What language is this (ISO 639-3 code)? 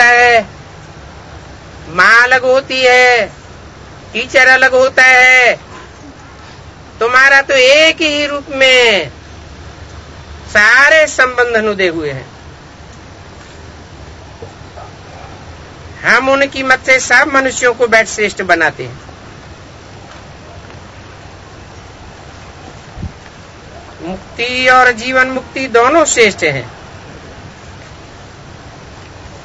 hin